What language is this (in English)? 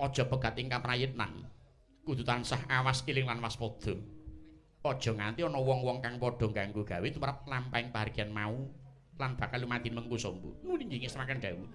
Javanese